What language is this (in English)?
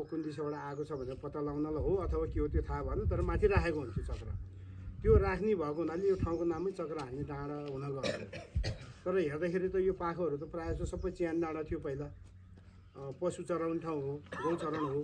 Nepali